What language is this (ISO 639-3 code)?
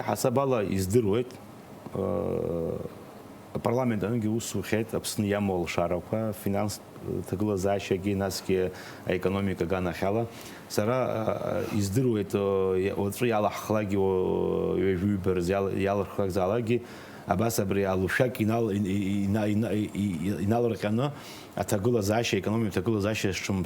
abk